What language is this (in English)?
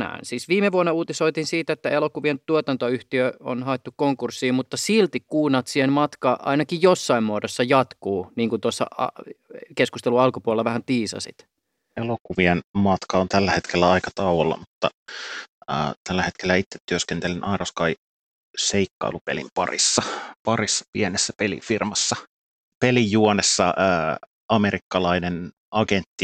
Finnish